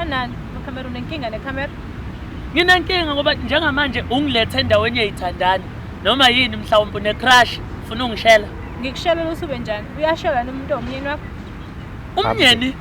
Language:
Zulu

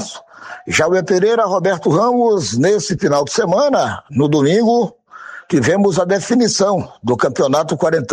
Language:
Portuguese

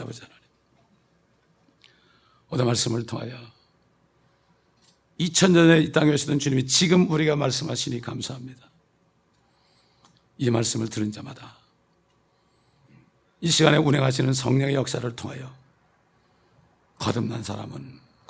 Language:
Korean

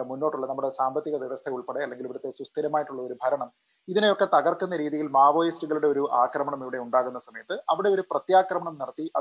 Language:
Malayalam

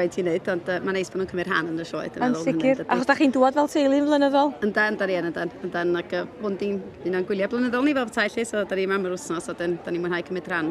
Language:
Welsh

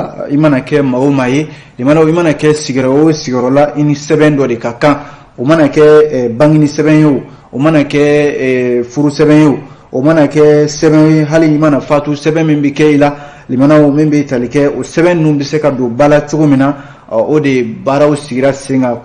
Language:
Bambara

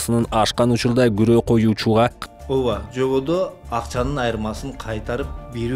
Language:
Kyrgyz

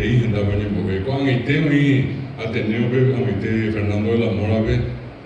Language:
Guarani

